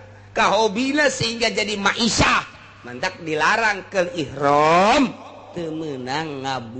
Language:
Sundanese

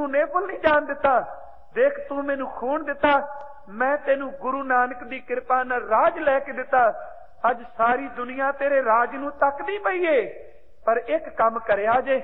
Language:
Punjabi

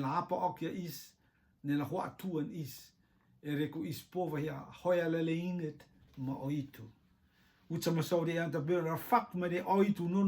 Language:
Rotuman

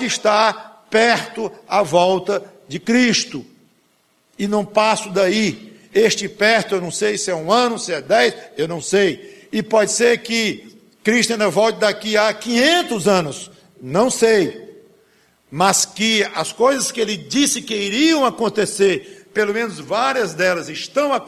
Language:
Portuguese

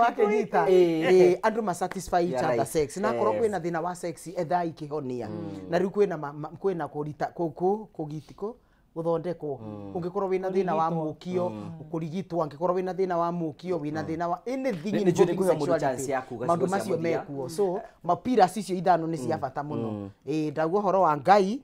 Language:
Kikuyu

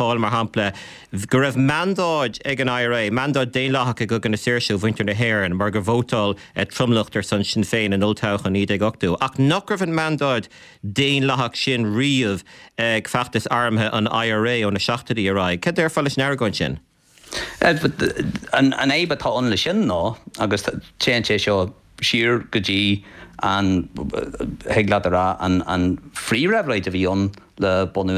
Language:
Irish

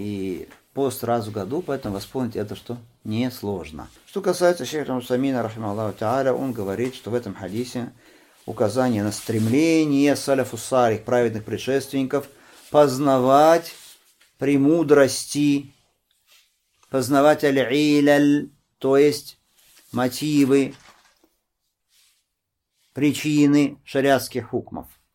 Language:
Russian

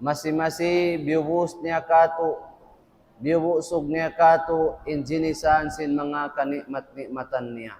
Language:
Tausug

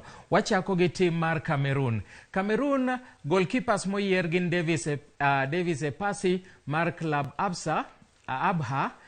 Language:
Luo (Kenya and Tanzania)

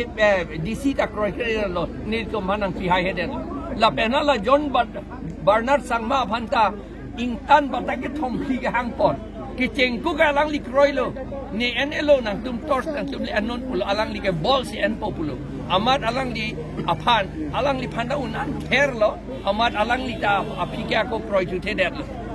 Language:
Karbi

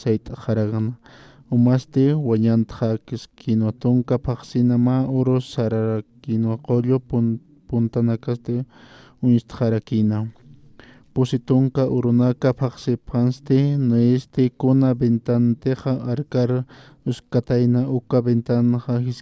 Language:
Aymara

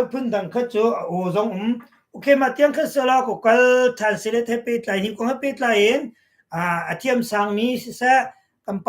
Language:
Hakha Chin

